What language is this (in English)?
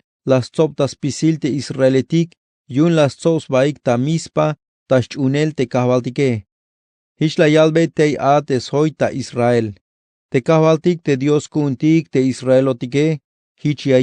Tzeltal